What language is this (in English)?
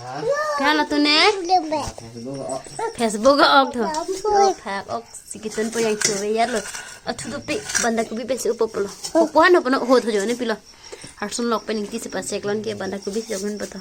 Karbi